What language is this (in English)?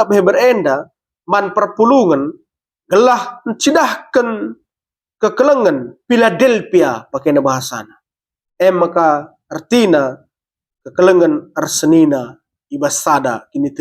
Batak Karo